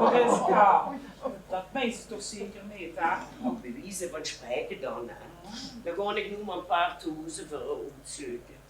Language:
Limburgish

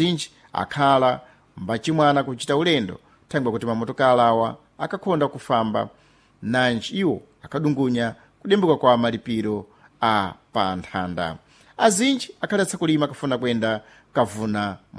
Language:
Sena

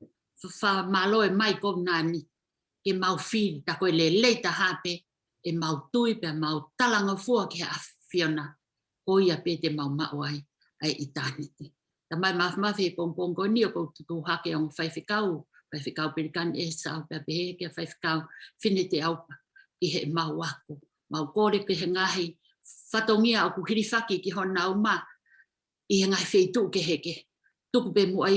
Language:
Tongan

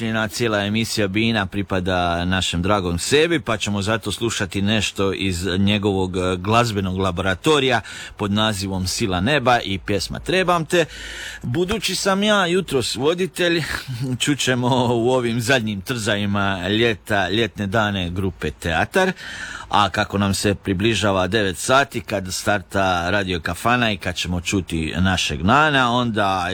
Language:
Croatian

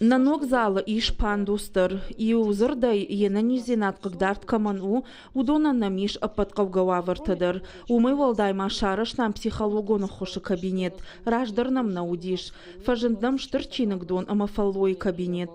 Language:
Ossetic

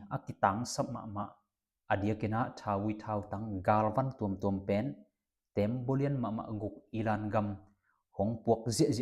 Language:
Tedim Chin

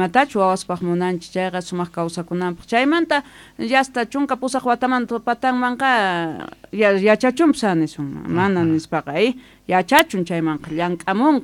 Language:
South Bolivian Quechua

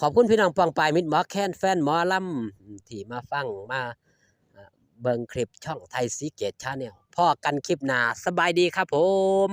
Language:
Northeastern Thai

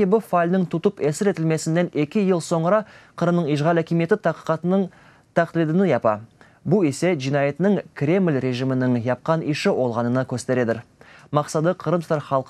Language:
Crimean Tatar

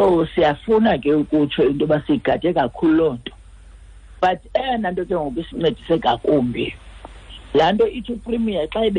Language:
Xhosa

